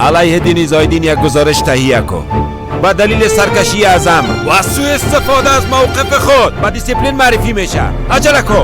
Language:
Persian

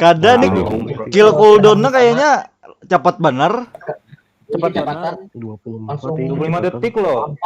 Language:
Banjar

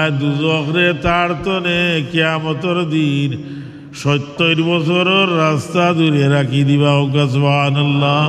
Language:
Sylheti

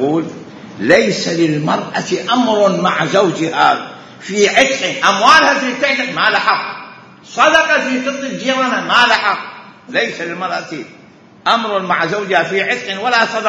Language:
Mesopotamian Arabic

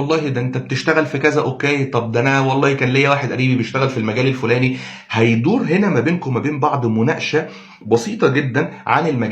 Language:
Egyptian Arabic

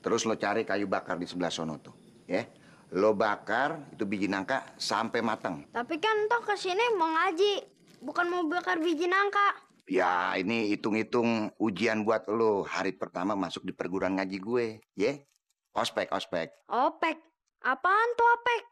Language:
Betawi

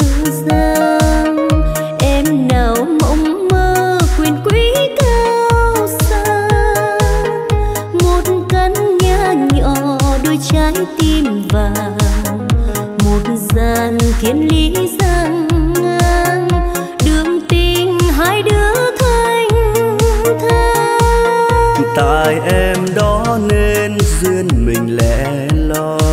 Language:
Vietnamese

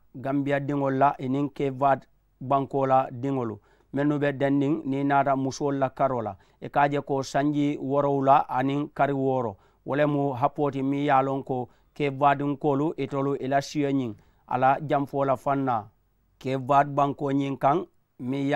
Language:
Mandingo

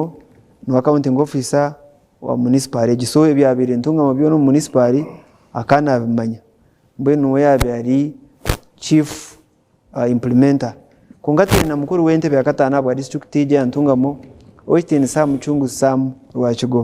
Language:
Nyankole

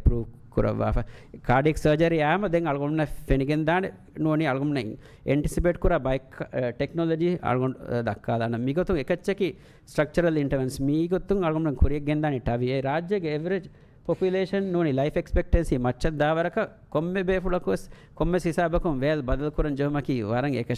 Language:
Divehi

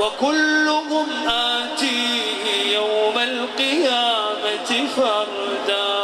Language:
Chechen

